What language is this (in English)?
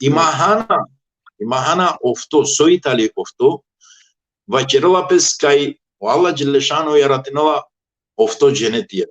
Balkan Romani